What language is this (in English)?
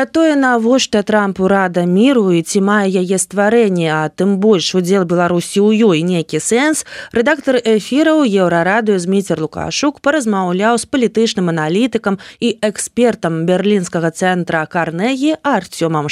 Belarusian